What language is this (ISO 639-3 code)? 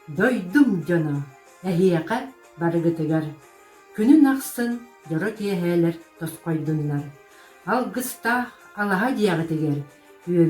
sah